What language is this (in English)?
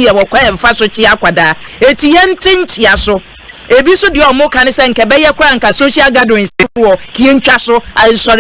Akan